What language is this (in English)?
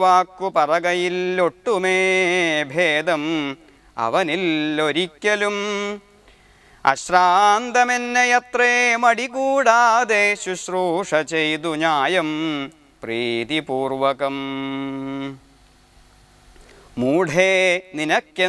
Malayalam